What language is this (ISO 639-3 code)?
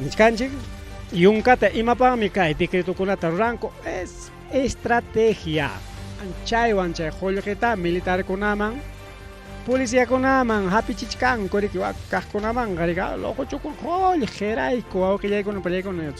quy